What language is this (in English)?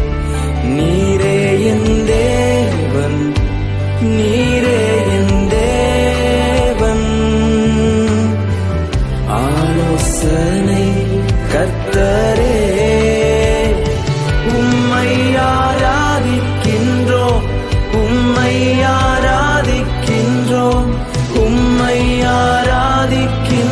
Tamil